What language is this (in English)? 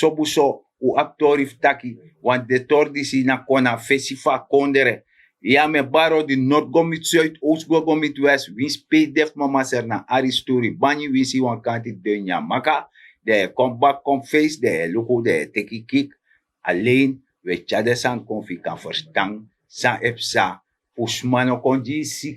Sranan Tongo